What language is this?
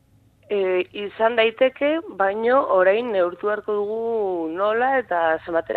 Basque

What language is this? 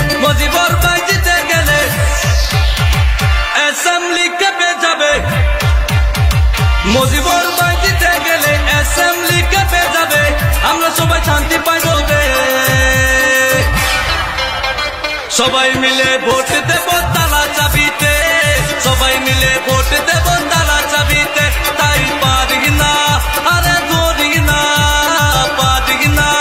Bangla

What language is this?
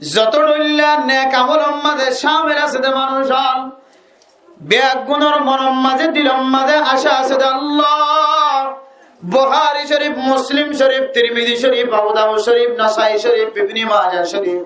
Rohingya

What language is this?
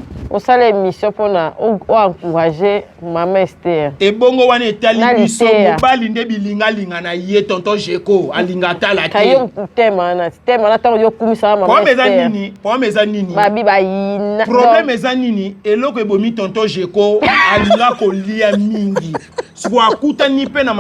Lingala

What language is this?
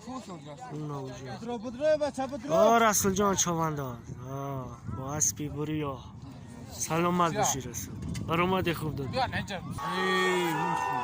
Tajik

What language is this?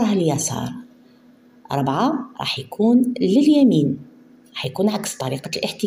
Algerian Arabic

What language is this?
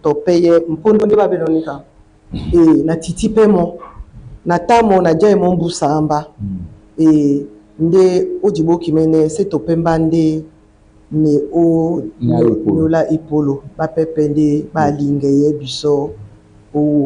Duala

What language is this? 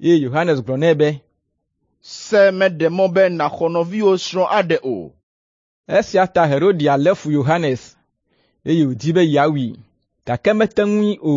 Ewe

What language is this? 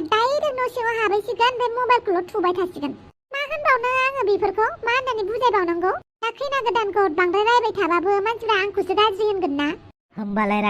Bodo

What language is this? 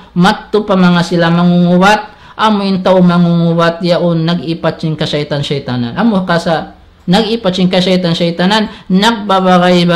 Tausug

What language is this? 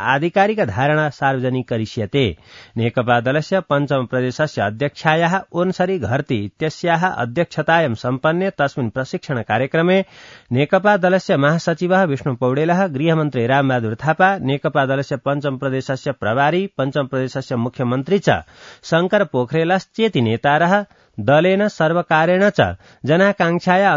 Sanskrit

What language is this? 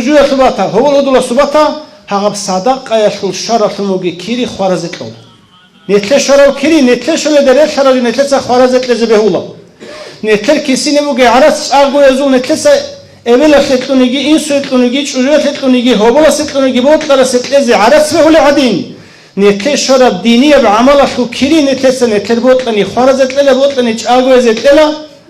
Avaric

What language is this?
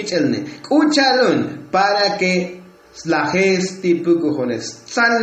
Tzotzil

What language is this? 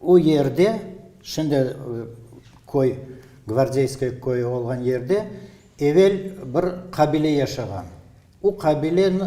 Crimean Tatar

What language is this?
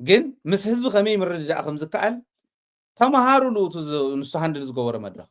Tigrinya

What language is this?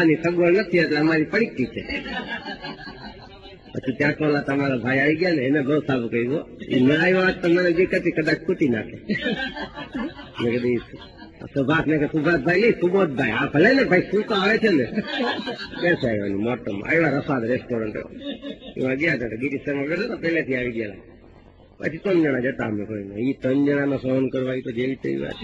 Gujarati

